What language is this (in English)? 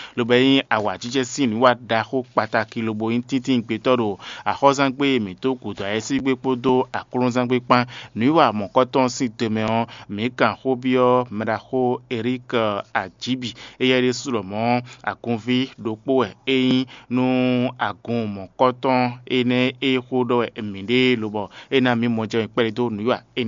Fon